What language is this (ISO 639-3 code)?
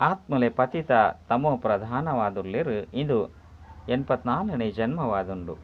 tcy